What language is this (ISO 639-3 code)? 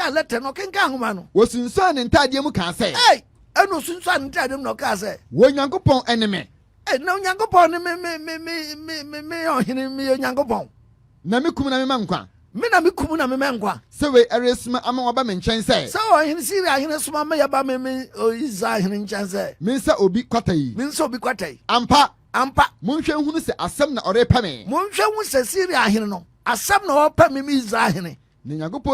aka